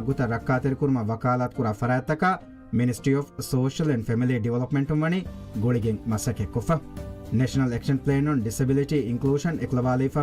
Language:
Divehi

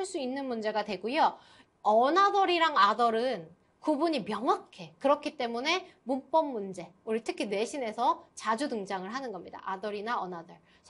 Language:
Korean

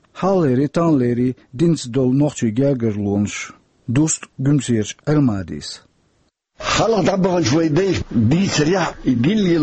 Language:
Chechen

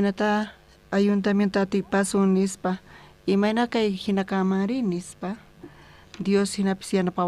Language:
South Bolivian Quechua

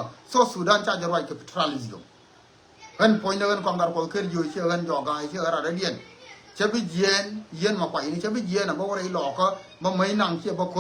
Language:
Nuer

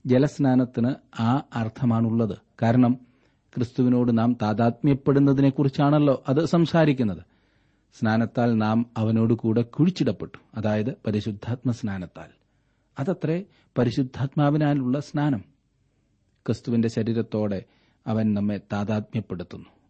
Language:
Malayalam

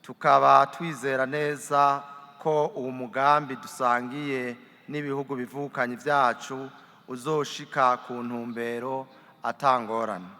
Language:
Rundi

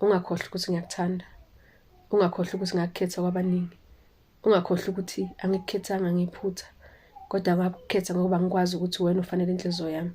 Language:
Zulu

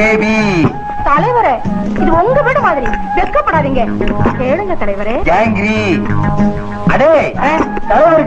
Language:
Tamil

